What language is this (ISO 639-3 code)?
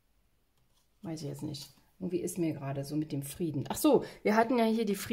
deu